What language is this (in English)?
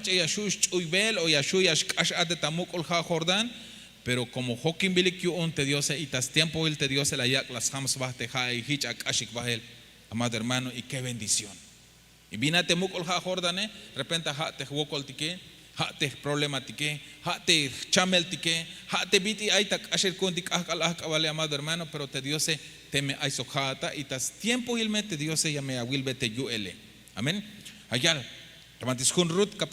Tzeltal